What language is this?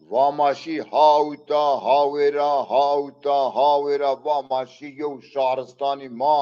Zaza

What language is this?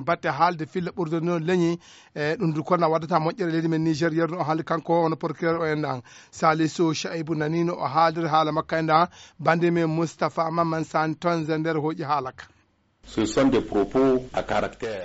Fula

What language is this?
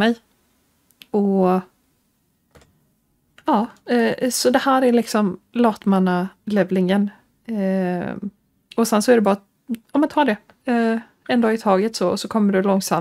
Swedish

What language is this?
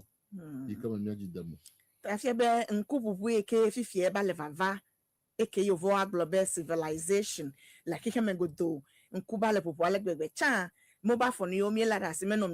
Ewe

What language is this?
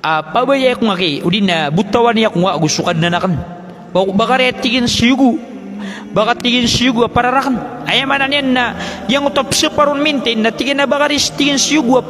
Maranao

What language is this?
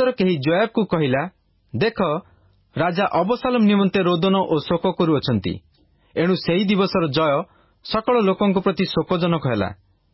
Odia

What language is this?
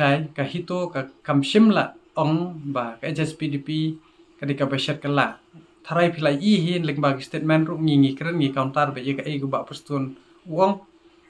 Khasi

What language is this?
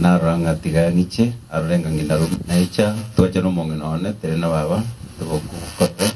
Gusii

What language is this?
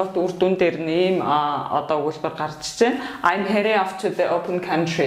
Mongolian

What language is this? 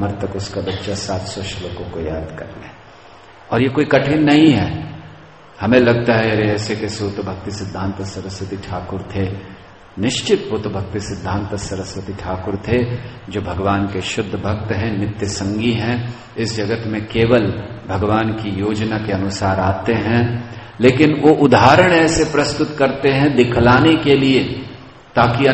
Hindi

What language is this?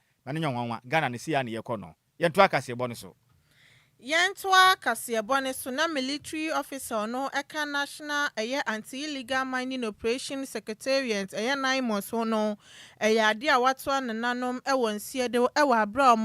Akan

